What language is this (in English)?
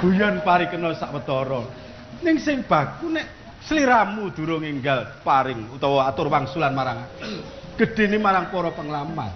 Javanese